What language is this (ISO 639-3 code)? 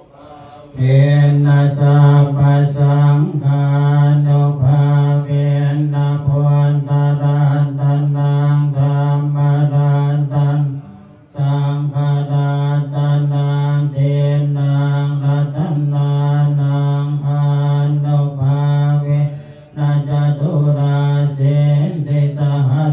pli